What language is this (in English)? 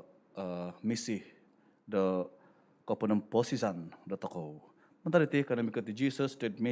Central Dusun